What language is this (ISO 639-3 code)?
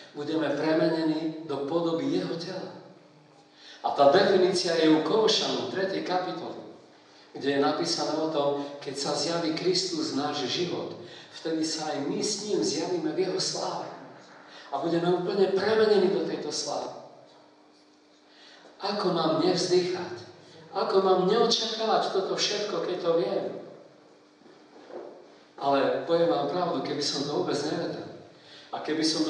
slk